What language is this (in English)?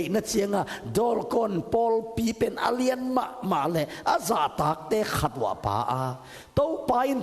Tedim Chin